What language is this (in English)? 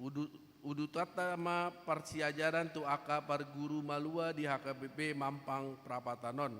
Batak Toba